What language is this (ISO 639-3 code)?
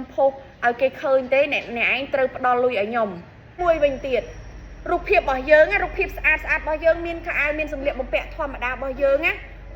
khm